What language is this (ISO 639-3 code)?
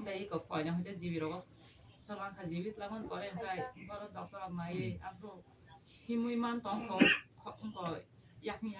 trp